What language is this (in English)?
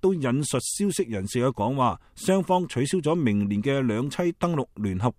Cantonese